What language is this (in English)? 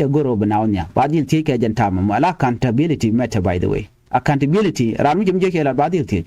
Nuer